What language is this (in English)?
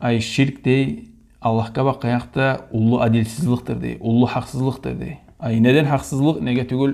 Kumyk